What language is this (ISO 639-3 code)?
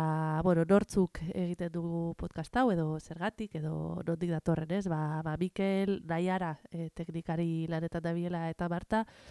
eus